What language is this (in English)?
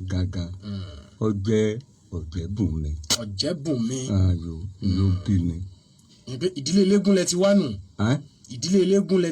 Yoruba